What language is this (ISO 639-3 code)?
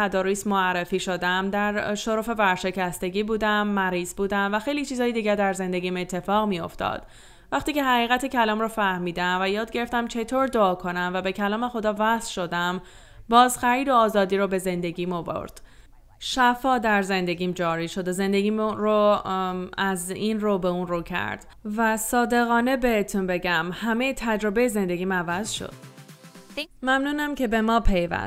fas